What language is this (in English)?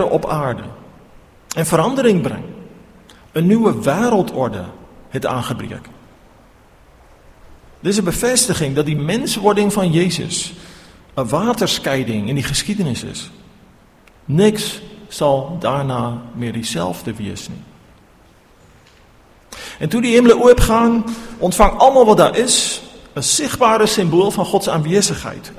Afrikaans